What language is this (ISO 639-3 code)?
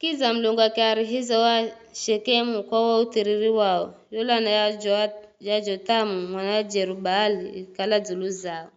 nyf